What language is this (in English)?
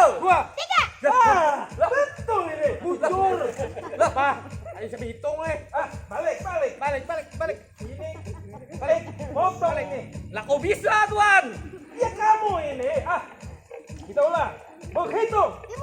Banjar